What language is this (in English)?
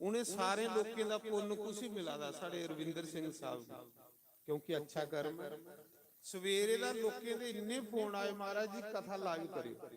Dogri